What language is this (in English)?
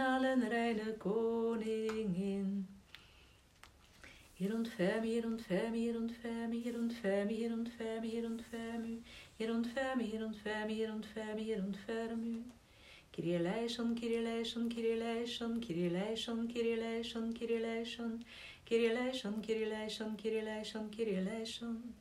Dutch